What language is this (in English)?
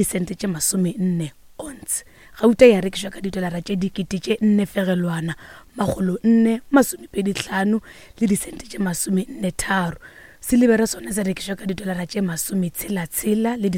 Northern Sotho